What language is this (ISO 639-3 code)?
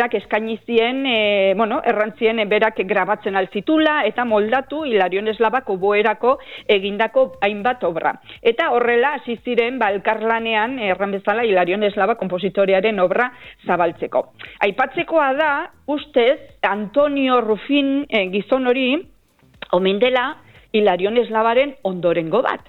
eus